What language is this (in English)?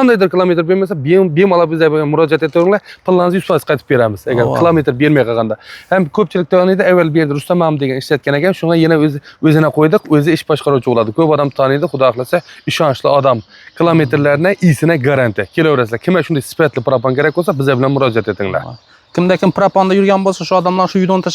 Uzbek